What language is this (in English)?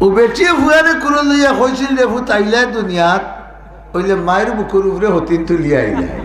Sylheti